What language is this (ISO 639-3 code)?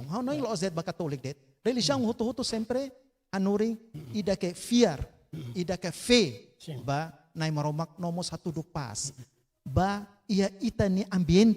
tet